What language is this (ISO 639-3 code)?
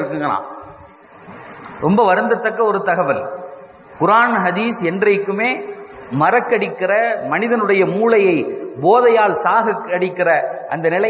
tam